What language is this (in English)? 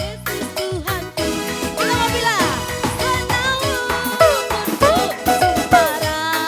Batak Karo